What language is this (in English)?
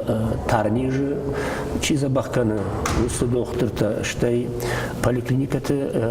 Ossetic